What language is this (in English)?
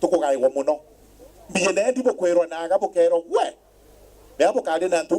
Meru